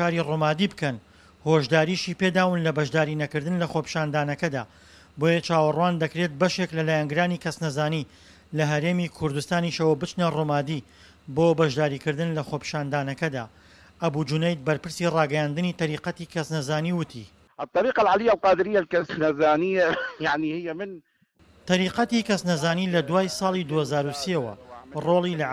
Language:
Central Kurdish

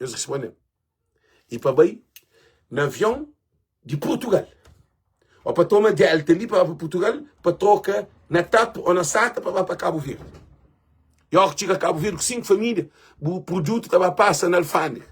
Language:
Kabuverdianu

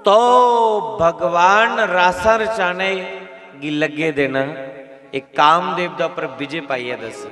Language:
Dogri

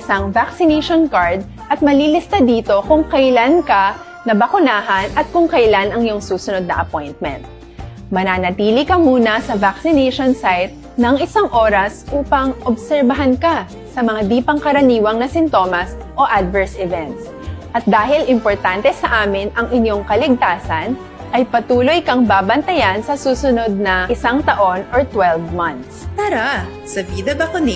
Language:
Hiligaynon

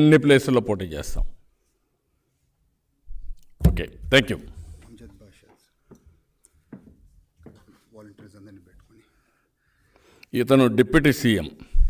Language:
Telugu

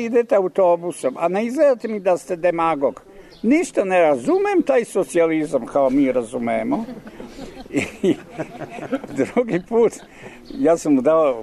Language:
Serbian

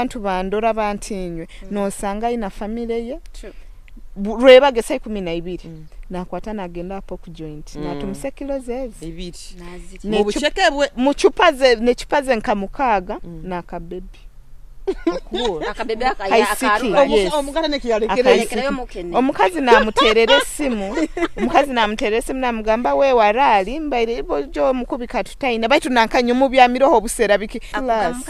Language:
Nyoro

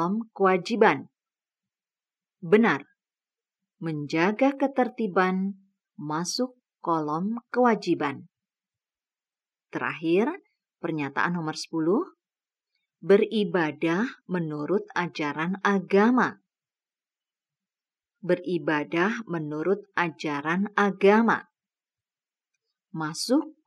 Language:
Indonesian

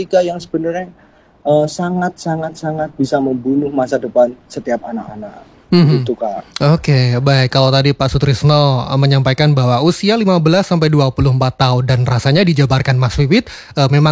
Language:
Indonesian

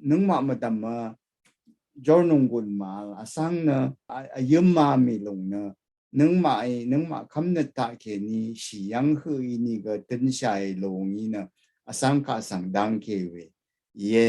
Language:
Rawang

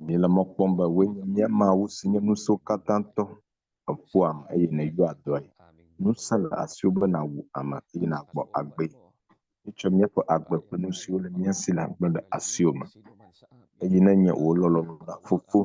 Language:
Ewe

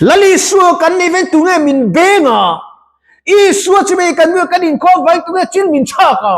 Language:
Mizo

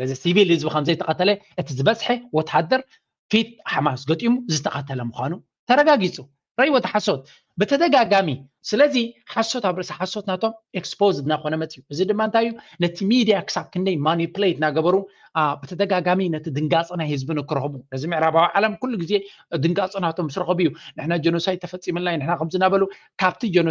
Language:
Tigrinya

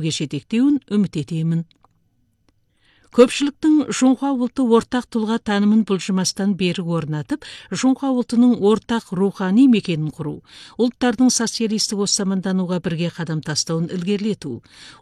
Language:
Kazakh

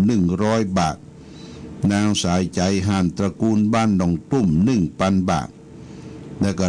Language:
Pali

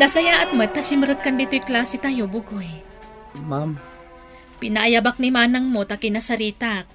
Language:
Iloko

